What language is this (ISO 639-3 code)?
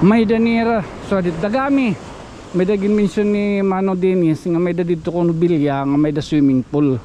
war